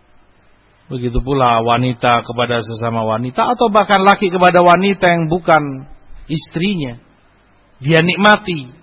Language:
Indonesian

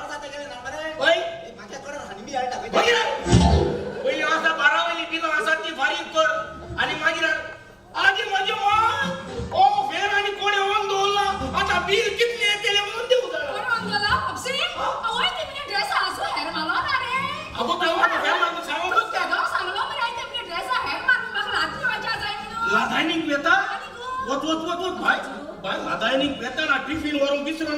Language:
Konkani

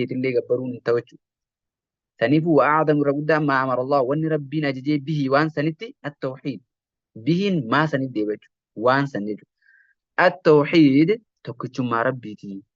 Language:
Oromo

